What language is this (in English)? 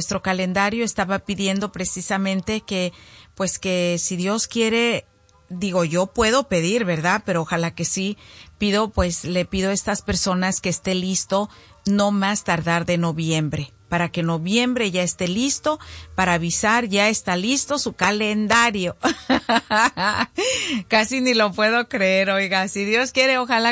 Spanish